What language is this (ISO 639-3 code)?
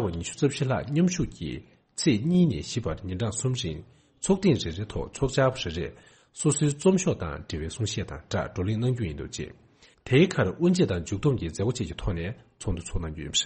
bod